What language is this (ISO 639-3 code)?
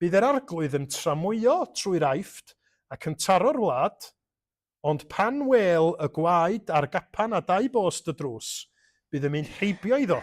cym